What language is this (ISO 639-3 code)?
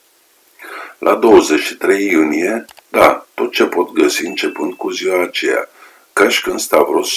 ron